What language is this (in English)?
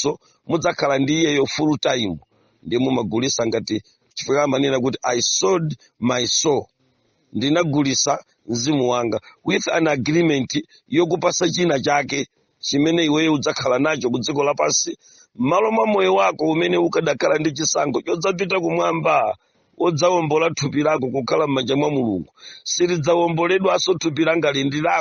Nyanja